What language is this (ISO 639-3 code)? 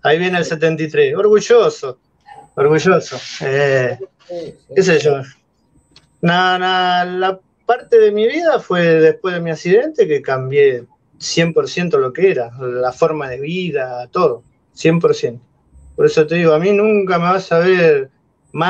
spa